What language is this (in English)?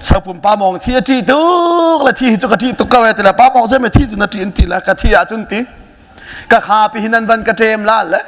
Hakha Chin